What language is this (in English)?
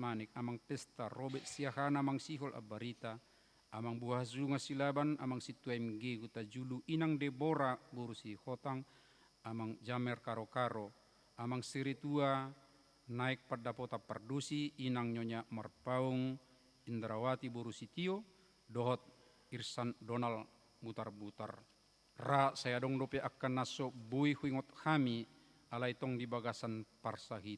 Batak Toba